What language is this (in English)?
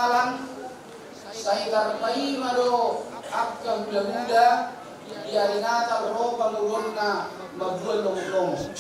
Batak Toba